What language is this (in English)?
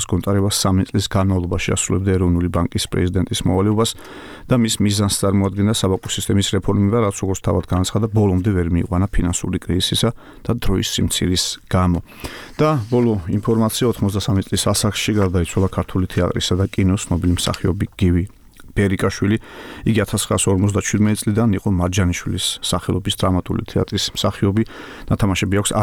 Georgian